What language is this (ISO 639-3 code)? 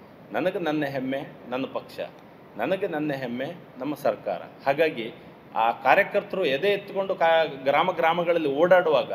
kan